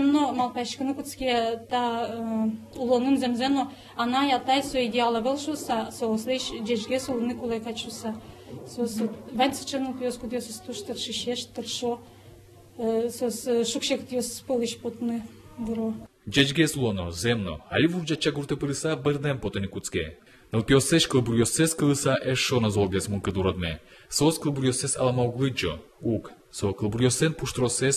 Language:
Udmurt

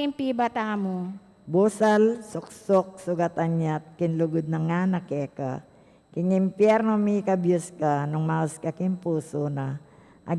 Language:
Pampanga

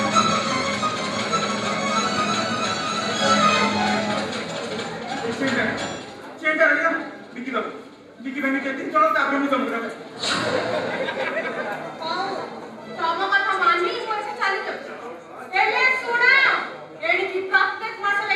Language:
Hindi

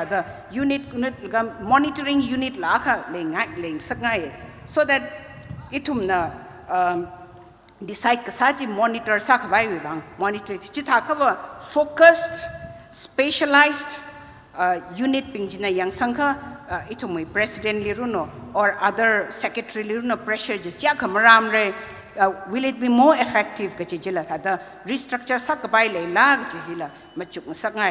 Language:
Tangkhul Naga (India)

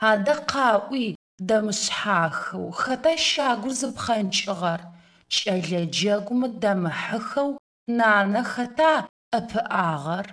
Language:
Adyghe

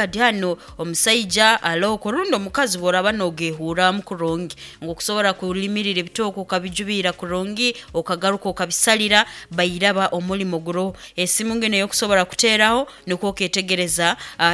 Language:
Nyoro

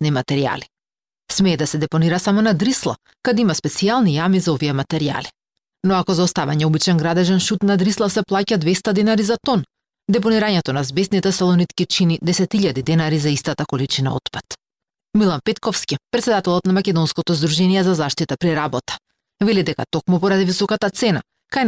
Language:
Macedonian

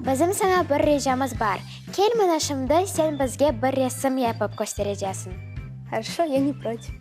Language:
Crimean Tatar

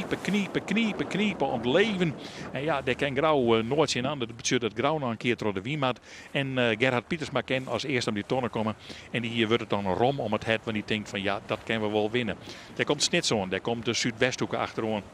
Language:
Western Frisian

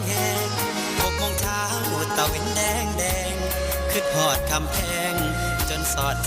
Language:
Northeastern Thai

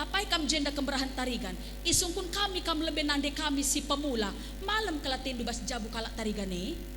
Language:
Batak Karo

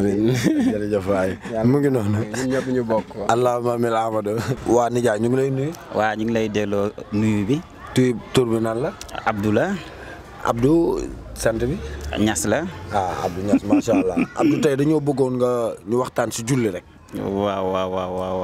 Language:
Wolof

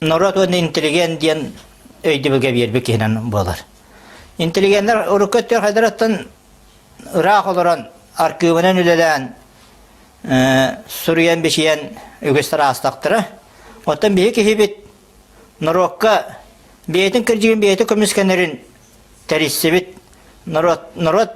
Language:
Yakut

